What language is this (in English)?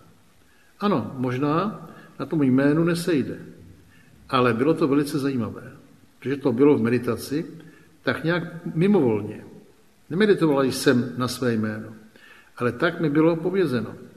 Czech